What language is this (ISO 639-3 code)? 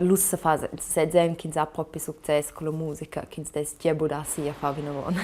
roh